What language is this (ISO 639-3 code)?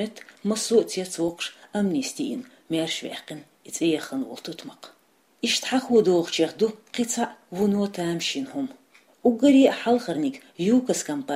che